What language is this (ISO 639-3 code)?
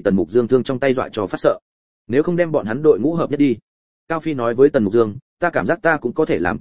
vie